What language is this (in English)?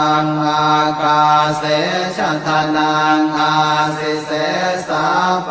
Pali